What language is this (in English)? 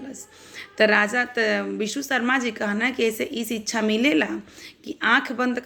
Bhojpuri